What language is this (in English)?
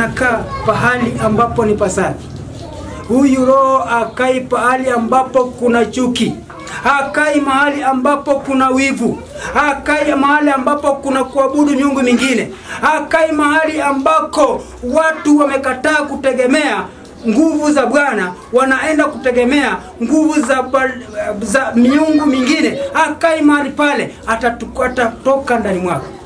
Swahili